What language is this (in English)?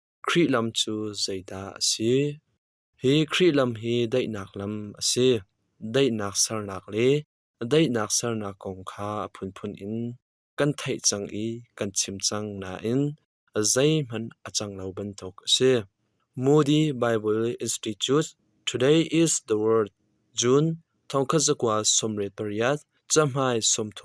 Hakha Chin